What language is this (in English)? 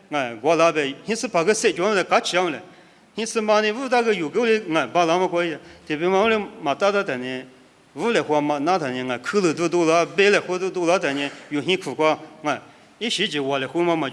Lisu